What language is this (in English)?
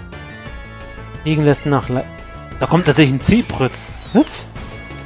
German